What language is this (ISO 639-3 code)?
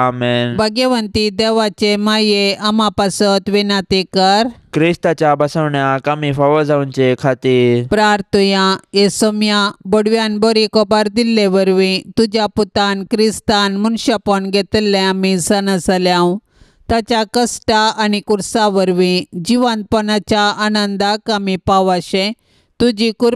kok